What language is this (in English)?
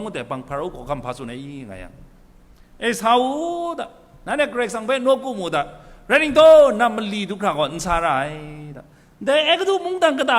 Kachin